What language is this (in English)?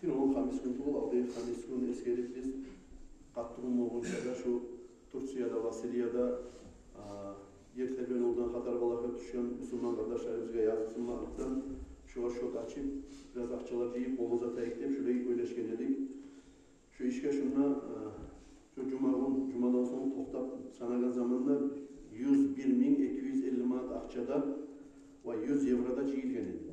Kumyk